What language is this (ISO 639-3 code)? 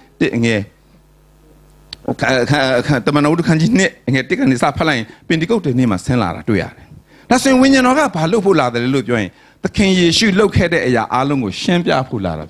mya